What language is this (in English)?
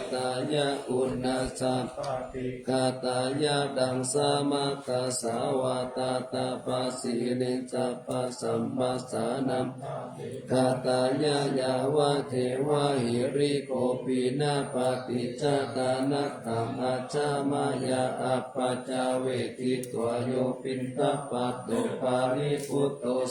Pali